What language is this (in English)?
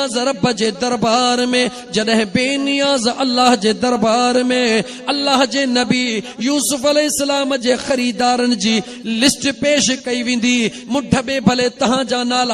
Sindhi